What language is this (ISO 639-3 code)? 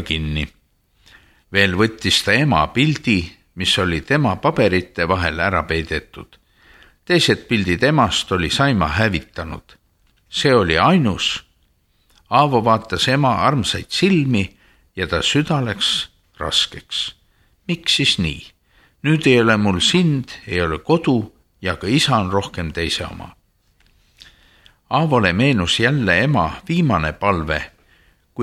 est